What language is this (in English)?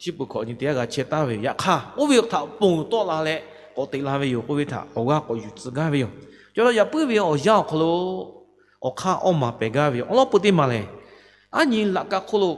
Lahu